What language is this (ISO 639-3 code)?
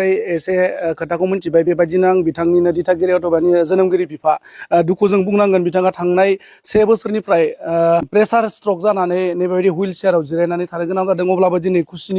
brx